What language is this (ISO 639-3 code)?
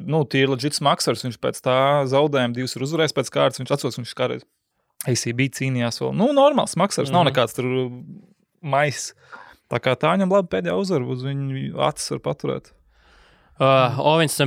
lav